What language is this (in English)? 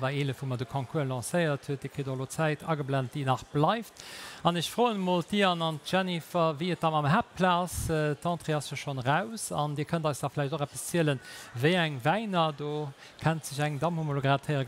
Luxembourgish